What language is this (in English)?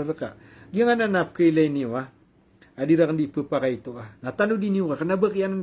Maranao